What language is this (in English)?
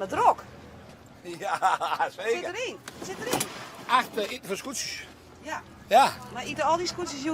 Western Frisian